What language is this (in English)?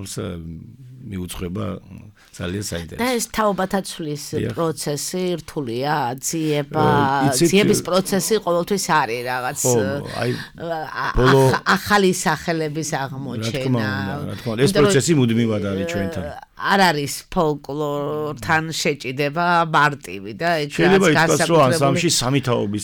Georgian